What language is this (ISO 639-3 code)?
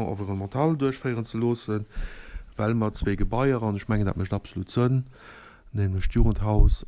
ltz